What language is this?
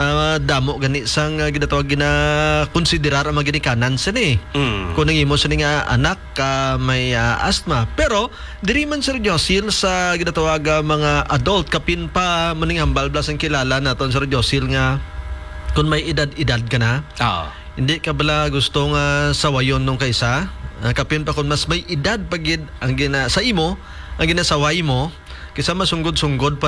Hiligaynon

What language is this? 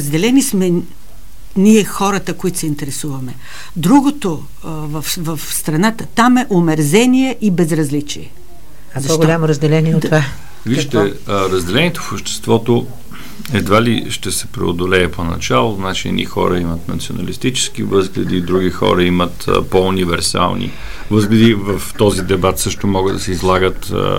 Bulgarian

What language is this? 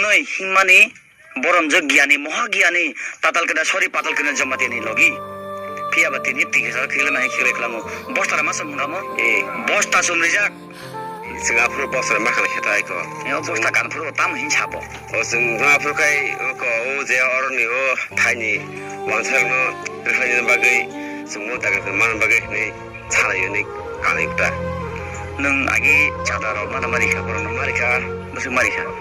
Kok Borok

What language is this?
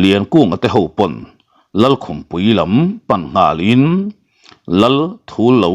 Mizo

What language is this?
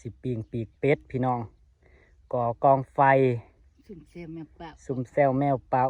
Northeastern Thai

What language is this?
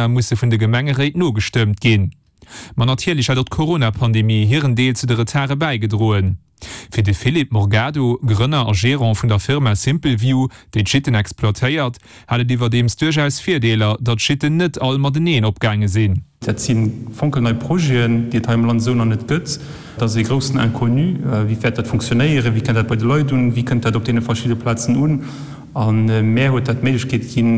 Luxembourgish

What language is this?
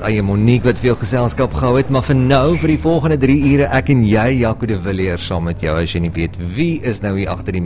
Afrikaans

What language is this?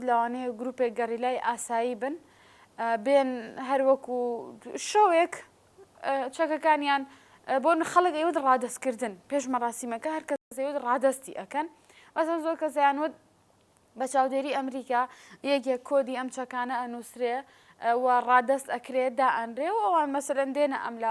Central Kurdish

